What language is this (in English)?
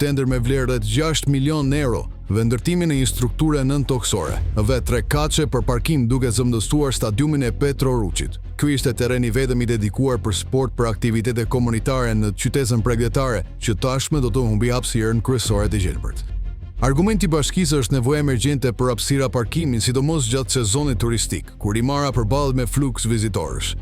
Albanian